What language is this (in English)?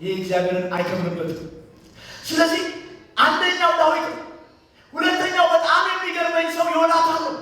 Amharic